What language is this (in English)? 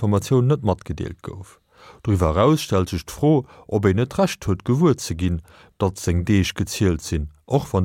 Luxembourgish